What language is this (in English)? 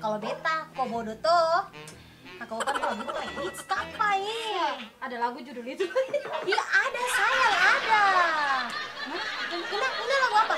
Ambonese Malay